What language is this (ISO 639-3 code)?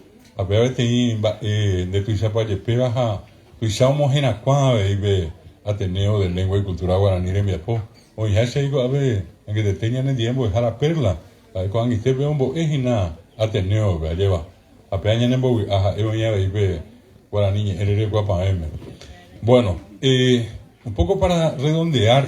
grn